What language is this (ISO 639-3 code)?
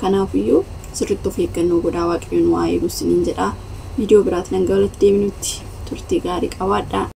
orm